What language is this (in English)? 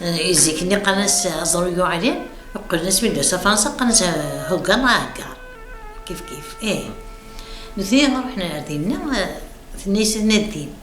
Kabyle